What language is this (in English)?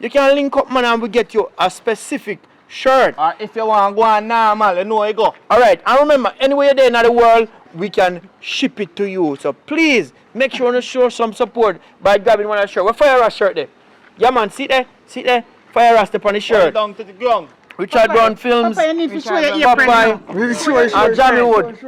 Jamaican Creole English